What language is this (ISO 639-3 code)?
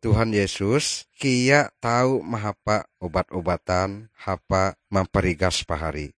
nij